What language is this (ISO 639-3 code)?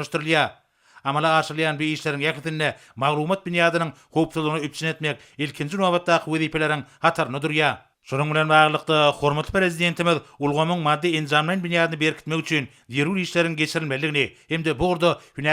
tuk